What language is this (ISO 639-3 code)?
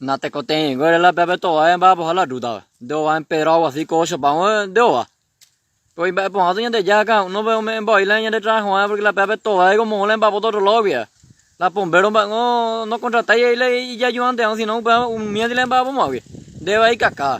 grn